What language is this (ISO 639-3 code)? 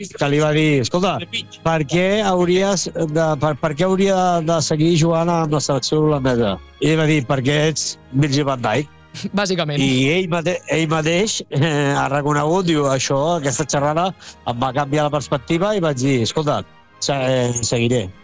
cat